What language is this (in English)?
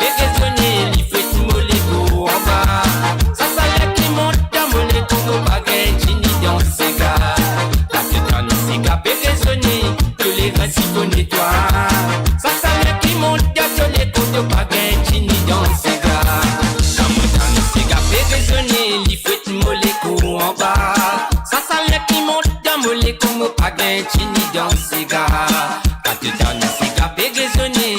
Morisyen